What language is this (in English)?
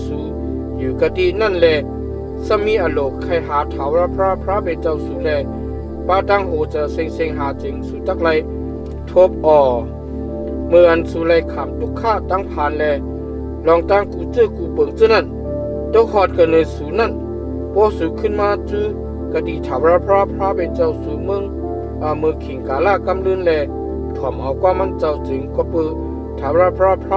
Shan